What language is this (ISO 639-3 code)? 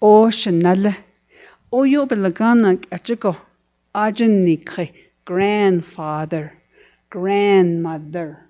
nav